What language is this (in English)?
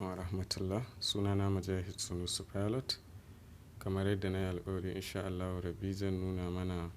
Hausa